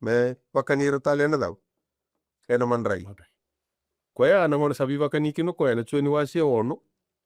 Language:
Fijian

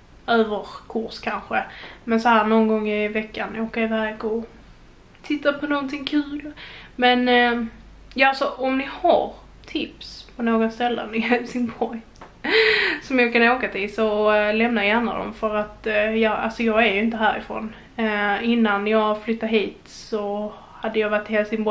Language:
Swedish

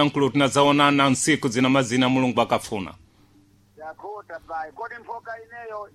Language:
Sena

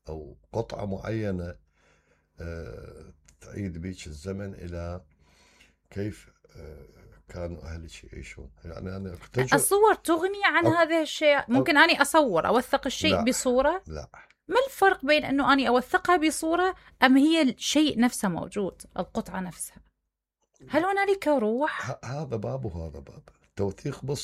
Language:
Mesopotamian Arabic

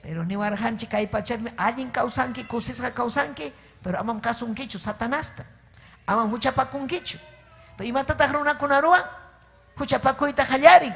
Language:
Ayacucho Quechua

